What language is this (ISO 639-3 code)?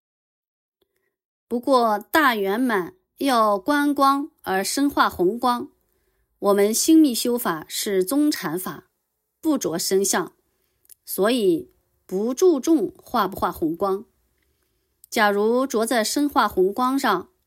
zho